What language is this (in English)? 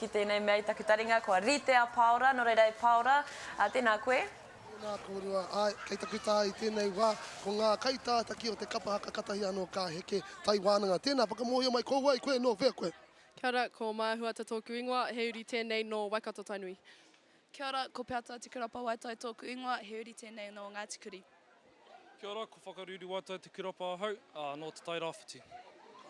Māori